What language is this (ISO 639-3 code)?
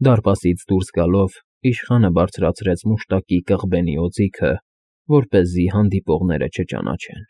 hye